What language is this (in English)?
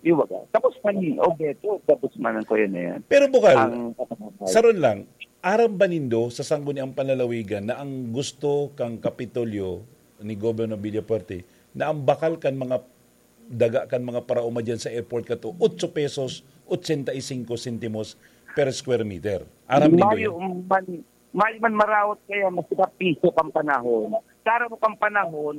Bikol